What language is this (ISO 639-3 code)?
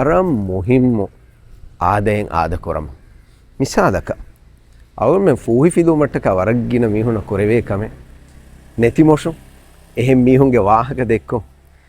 div